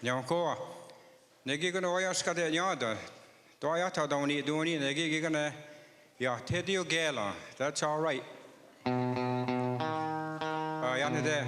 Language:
Mohawk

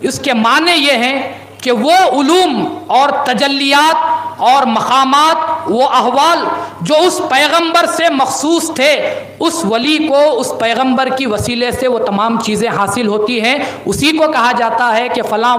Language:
Urdu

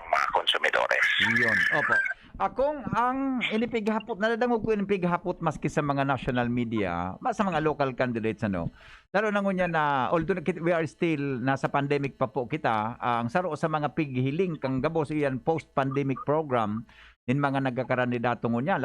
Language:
Bikol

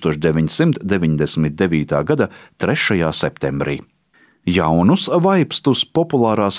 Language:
Latvian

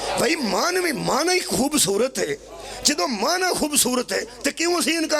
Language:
Pahari-Potwari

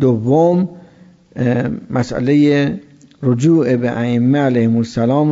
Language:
Persian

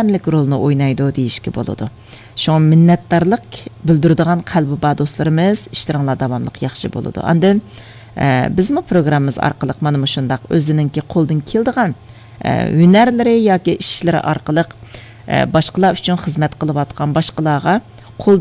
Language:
Uyghur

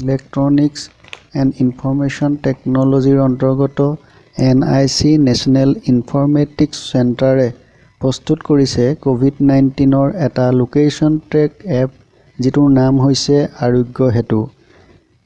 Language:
Assamese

